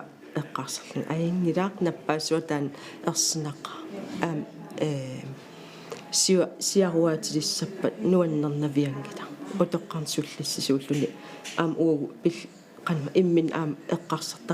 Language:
Kalaallisut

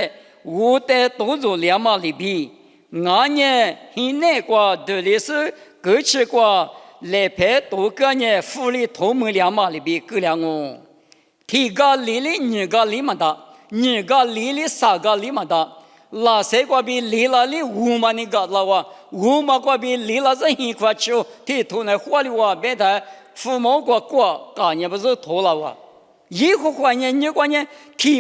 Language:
Lisu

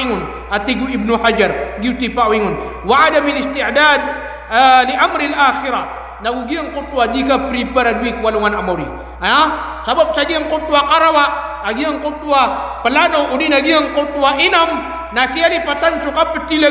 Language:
Maranao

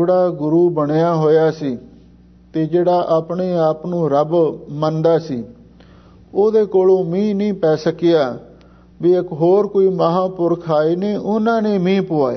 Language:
Punjabi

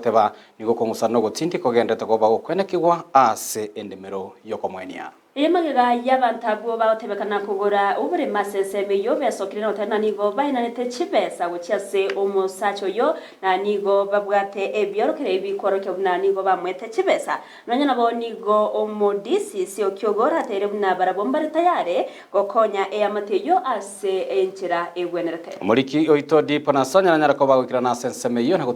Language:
Gusii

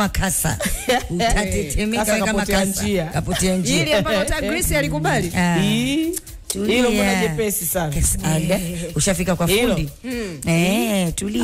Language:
Swahili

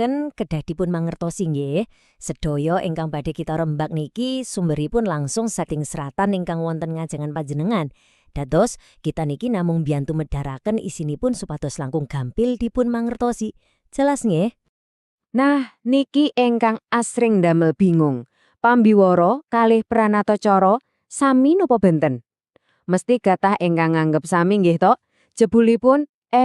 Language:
Javanese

